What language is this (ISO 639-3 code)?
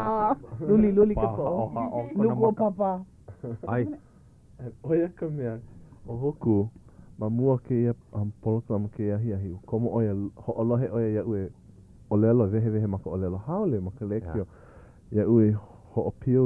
haw